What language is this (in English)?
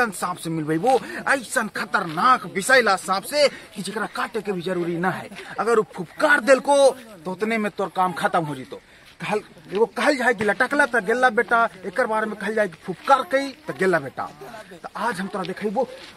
Magahi